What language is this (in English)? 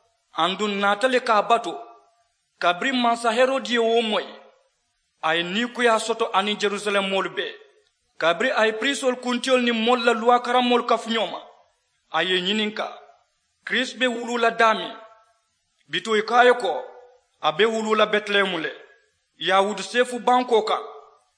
Mandingo